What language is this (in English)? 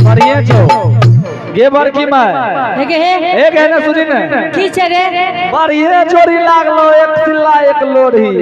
Angika